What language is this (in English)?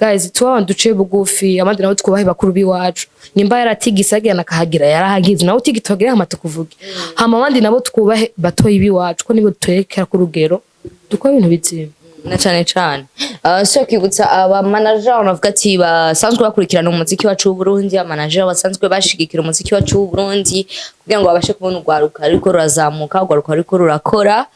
Rundi